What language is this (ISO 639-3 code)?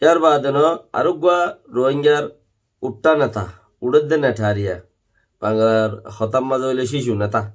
rhg